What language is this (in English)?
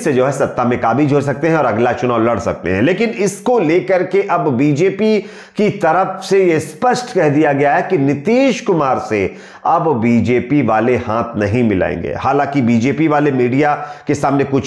Hindi